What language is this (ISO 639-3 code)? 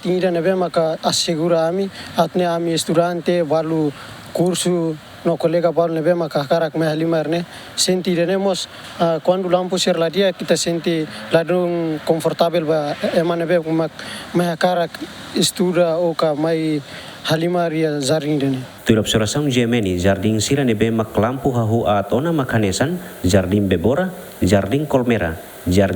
tet